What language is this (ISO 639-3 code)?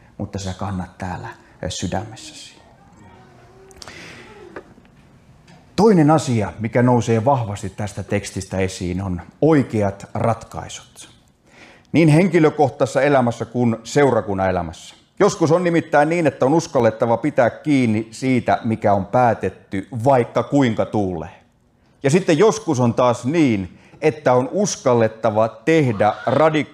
fin